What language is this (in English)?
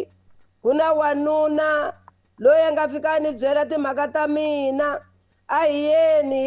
Tsonga